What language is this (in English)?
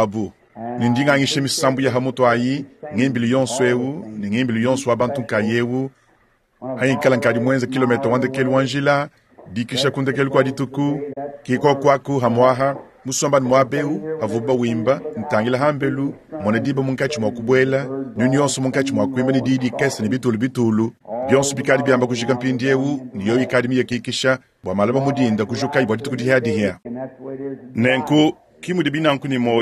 Luba-Lulua